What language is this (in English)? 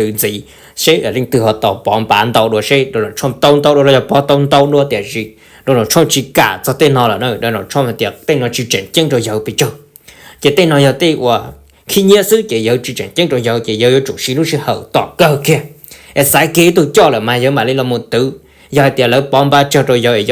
Hmong